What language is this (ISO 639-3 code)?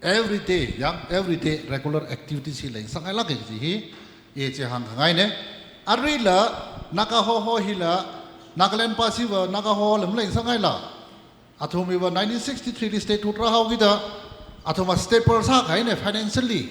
nmf